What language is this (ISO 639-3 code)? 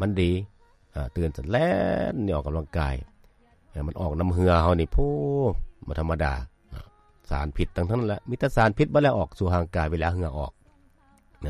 lao